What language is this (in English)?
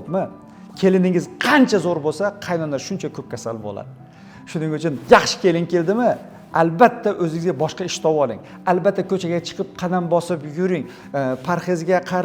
Uzbek